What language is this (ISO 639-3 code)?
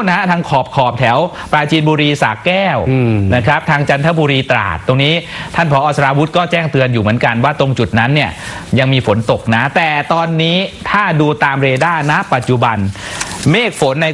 tha